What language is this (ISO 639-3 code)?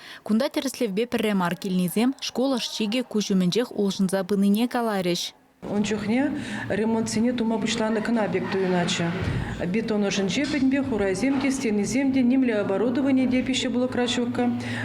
chv